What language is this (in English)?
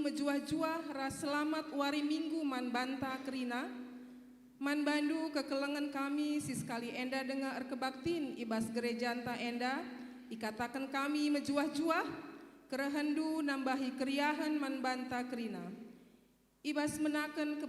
Batak Karo